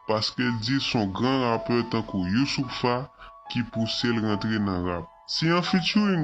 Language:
Haitian Creole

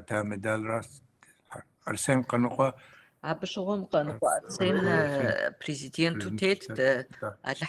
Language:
Kabardian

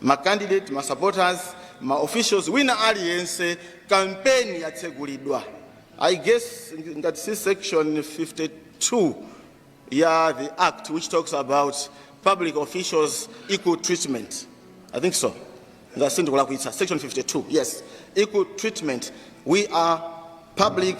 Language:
Nyanja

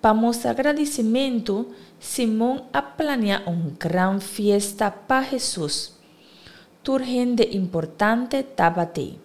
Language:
Papiamento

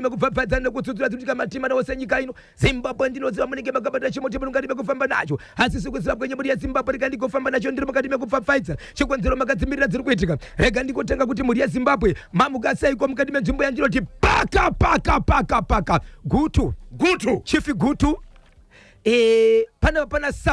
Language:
Shona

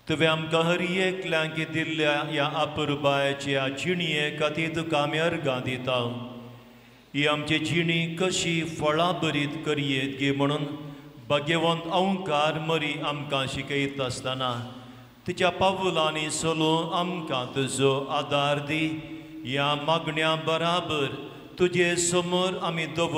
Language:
Konkani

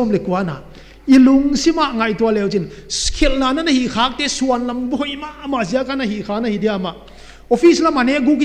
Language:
Paite Chin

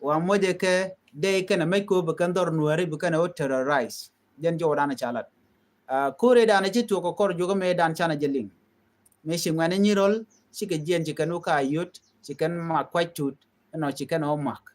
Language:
Nuer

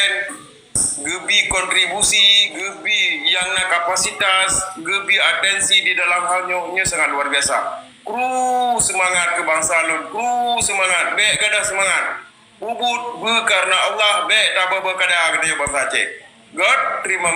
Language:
Achinese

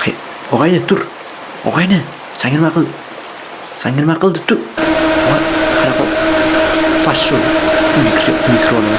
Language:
Uzbek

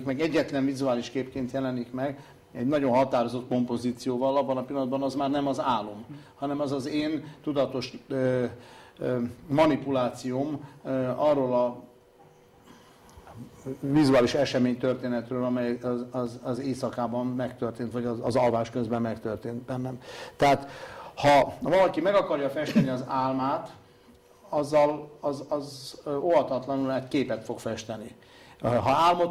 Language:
Hungarian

